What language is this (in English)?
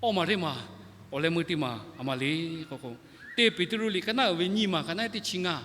Lahu